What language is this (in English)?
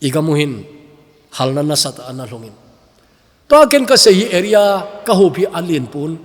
Thado Chin